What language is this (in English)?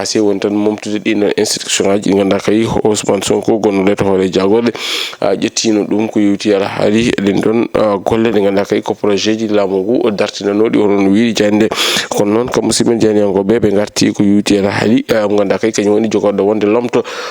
Fula